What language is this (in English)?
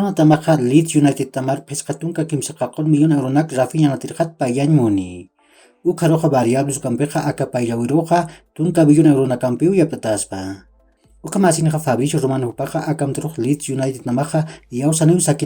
Aymara